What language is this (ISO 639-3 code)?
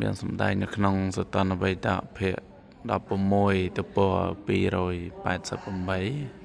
khm